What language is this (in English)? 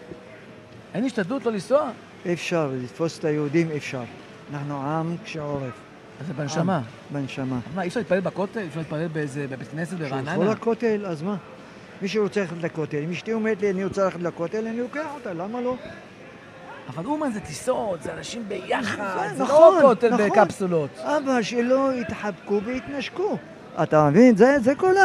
Hebrew